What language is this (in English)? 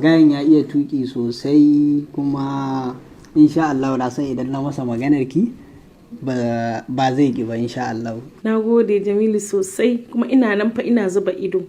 Hausa